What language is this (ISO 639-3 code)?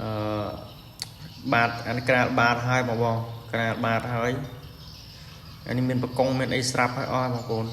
khm